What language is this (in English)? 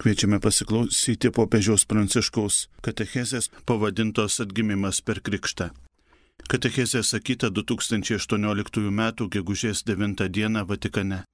Lithuanian